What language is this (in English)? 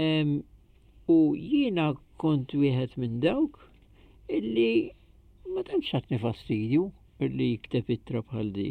Maltese